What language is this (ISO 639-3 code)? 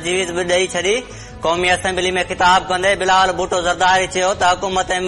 snd